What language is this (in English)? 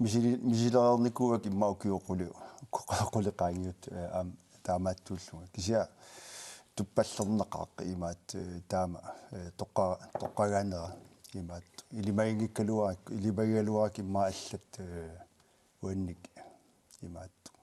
Kalaallisut